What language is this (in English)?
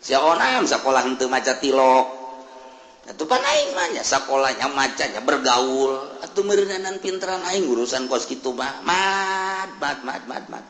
Sundanese